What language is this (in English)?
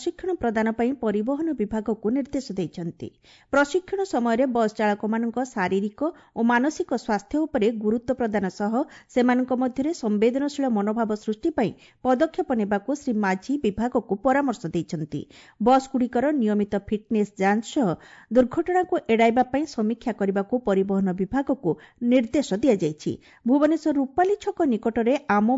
Odia